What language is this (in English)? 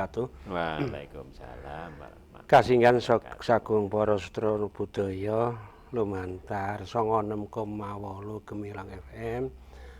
Javanese